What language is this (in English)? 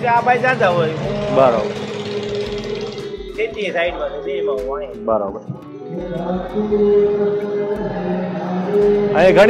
Gujarati